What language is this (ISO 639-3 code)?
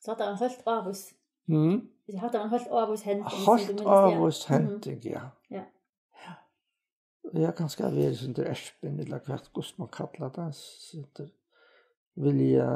fao